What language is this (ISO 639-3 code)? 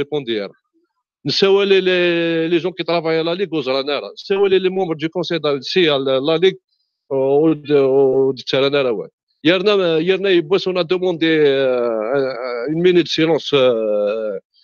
kab